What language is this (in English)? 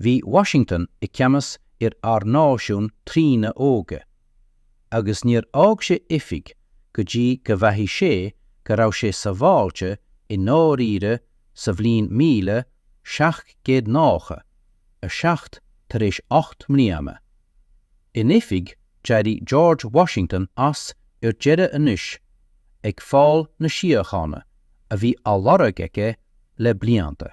Irish